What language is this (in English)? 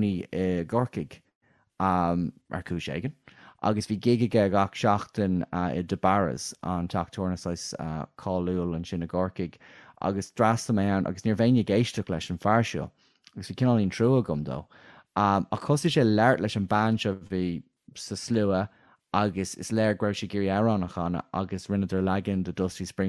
Irish